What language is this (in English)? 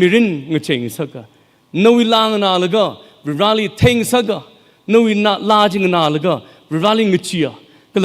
Tangkhul Naga (India)